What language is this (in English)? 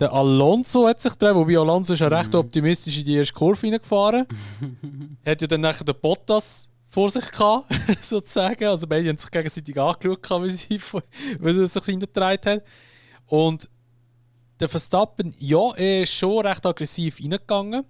Swiss German